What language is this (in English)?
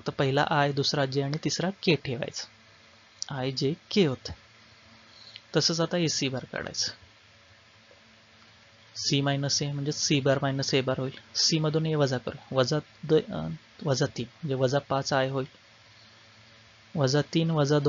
Marathi